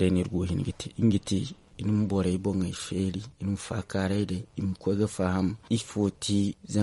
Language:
Zarma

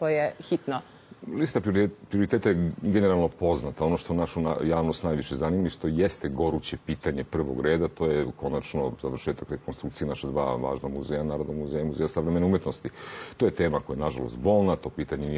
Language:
Serbian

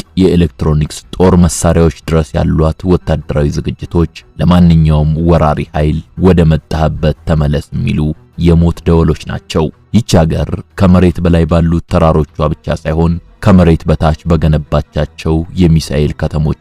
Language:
Amharic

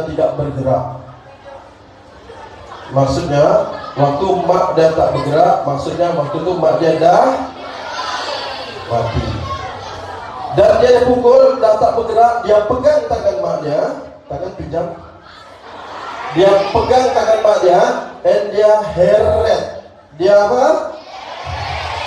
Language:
Malay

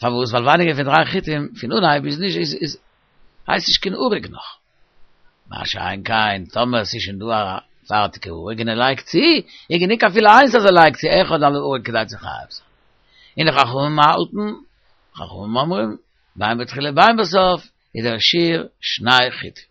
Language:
Yiddish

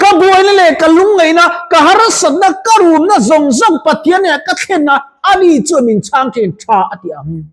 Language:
Mizo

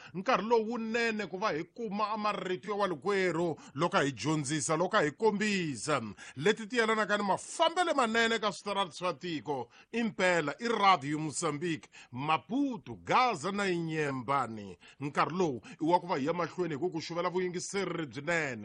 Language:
Tsonga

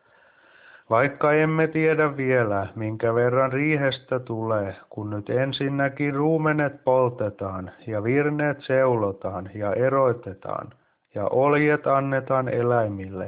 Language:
Finnish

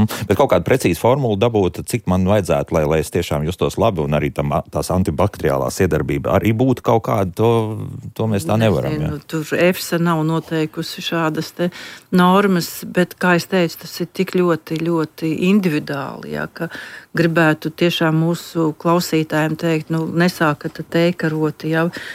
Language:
Latvian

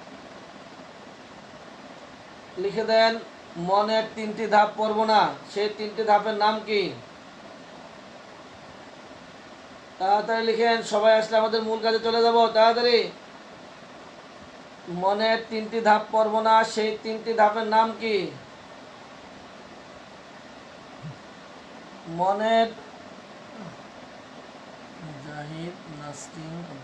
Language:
Bangla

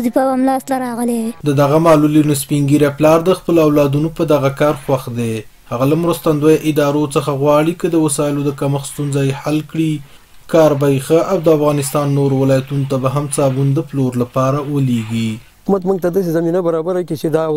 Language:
Pashto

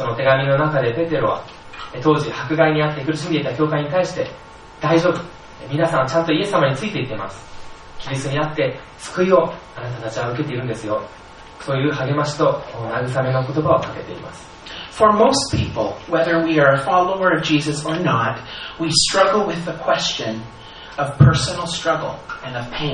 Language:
Japanese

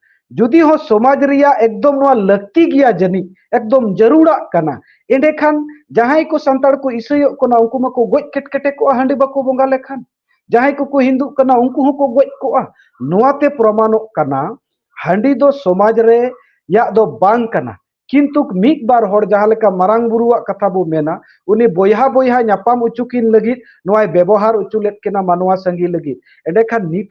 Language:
Santali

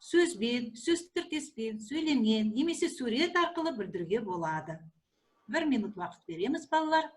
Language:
Kazakh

